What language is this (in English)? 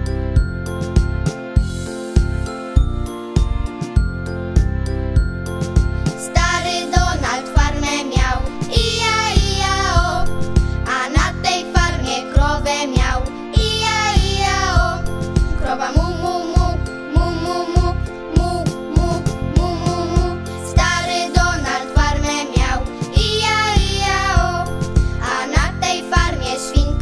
Polish